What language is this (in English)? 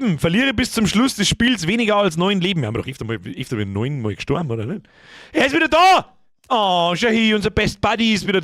Bavarian